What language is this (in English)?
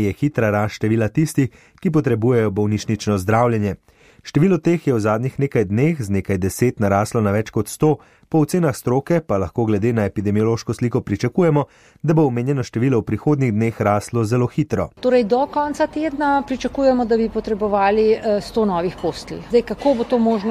Slovenian